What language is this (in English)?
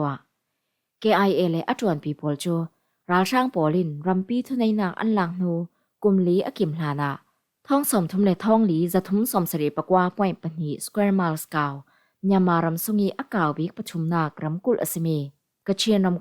Falam Chin